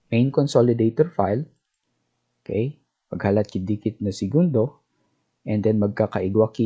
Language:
Bikol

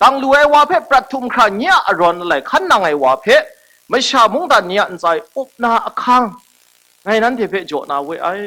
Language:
Kachin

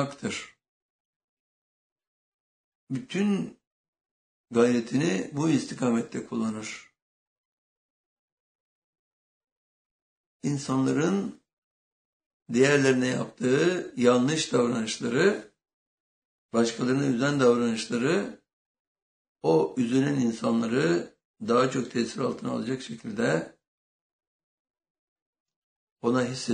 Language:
Turkish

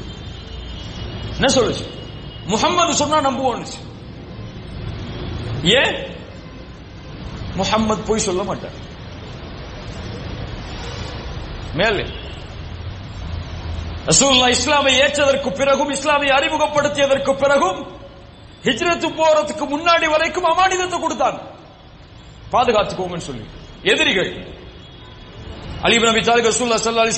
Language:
Tamil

